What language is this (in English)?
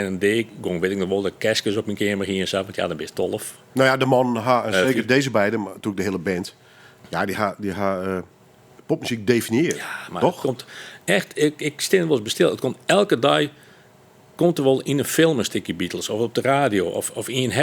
Western Frisian